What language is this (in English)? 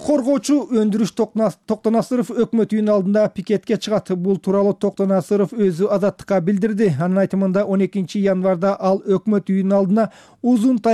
Kyrgyz